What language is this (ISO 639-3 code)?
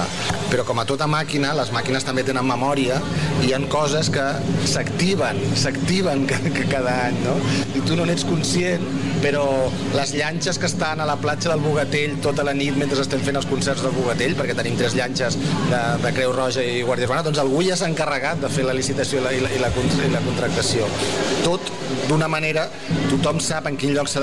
cat